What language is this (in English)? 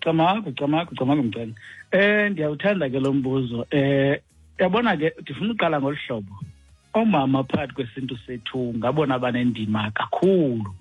Xhosa